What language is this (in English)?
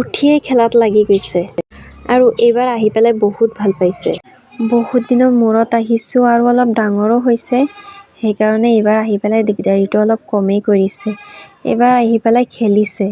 Assamese